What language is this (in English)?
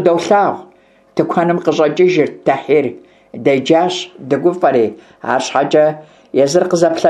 Kabardian